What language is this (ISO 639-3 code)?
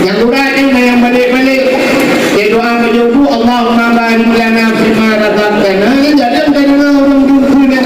ace